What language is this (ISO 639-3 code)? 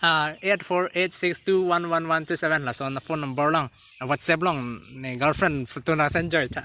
mjw